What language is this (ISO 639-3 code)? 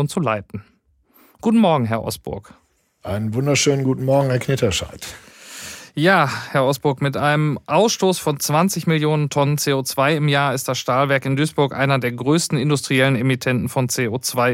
deu